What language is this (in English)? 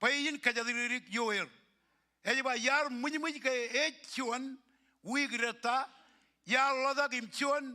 Marshallese